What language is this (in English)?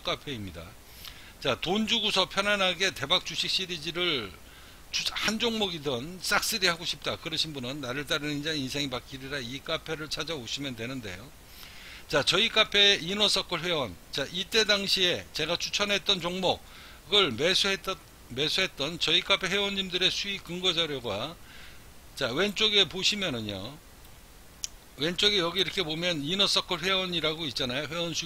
Korean